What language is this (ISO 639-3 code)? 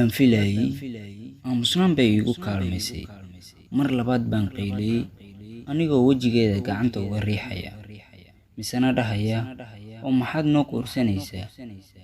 som